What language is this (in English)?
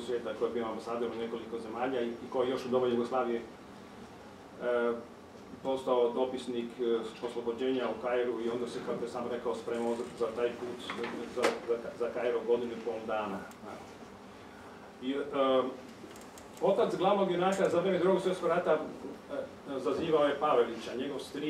Croatian